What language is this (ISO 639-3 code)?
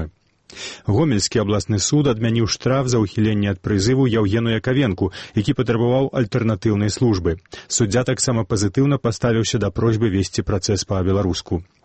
bel